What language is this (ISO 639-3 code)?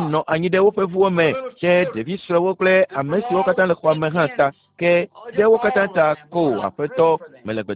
ewe